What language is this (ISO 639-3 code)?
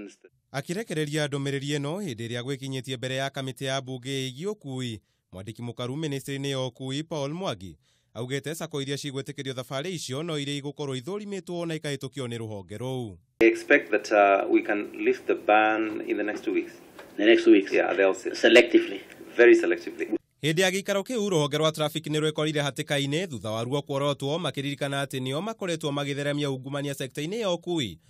kik